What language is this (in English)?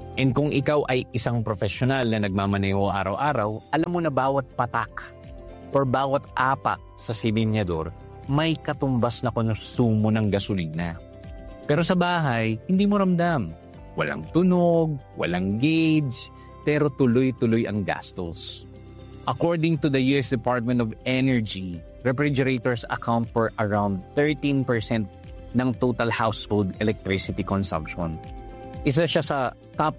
Filipino